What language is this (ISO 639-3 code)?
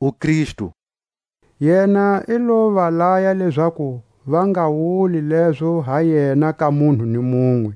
tsc